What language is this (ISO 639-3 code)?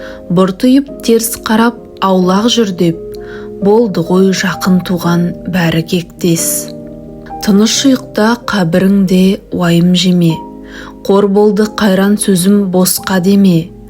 kaz